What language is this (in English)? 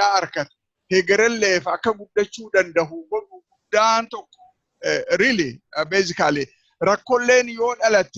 Oromo